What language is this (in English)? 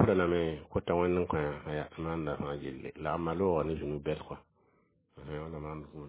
Mossi